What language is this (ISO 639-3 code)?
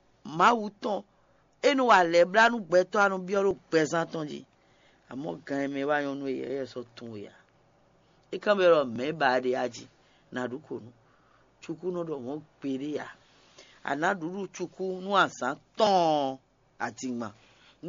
fon